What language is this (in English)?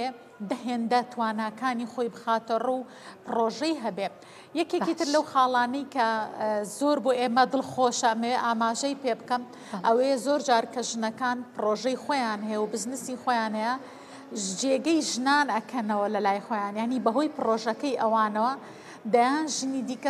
Central Kurdish